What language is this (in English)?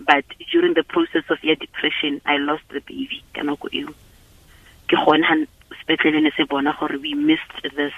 Tswana